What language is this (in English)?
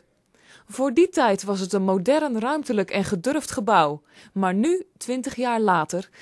Dutch